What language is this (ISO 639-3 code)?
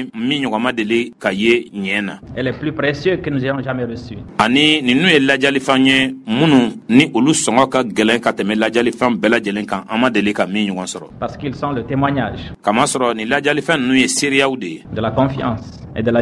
bam